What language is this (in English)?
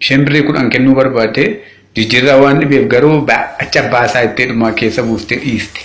Oromo